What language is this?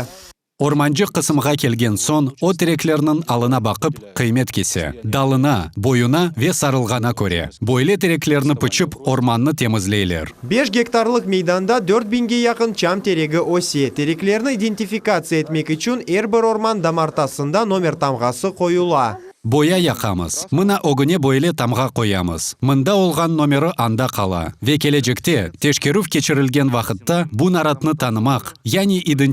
Crimean Tatar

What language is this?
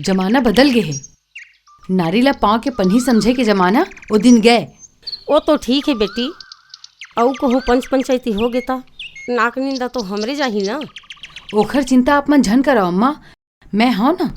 Chhattisgarhi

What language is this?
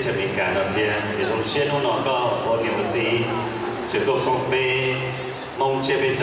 Hmong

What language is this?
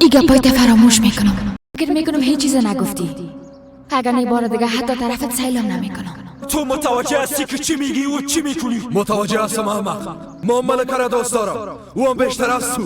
Persian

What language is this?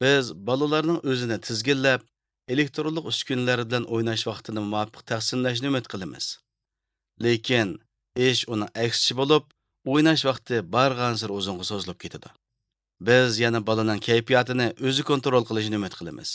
Uyghur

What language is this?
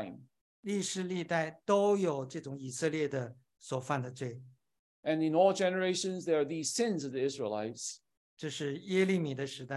Chinese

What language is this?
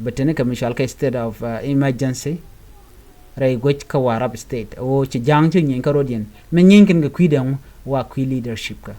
Nuer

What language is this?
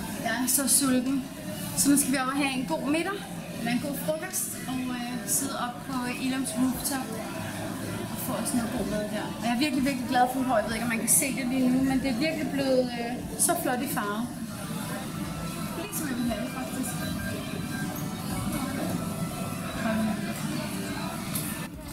Danish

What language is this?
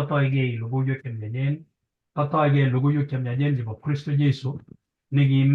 Kalenjin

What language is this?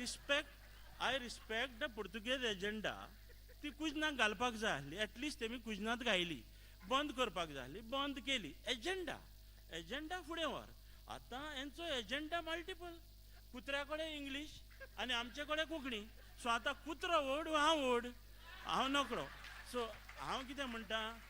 Konkani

